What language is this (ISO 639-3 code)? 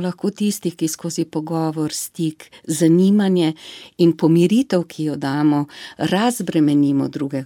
slv